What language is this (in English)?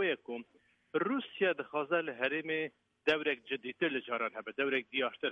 Kurdish